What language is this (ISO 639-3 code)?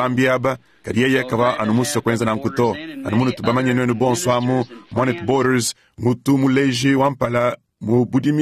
lua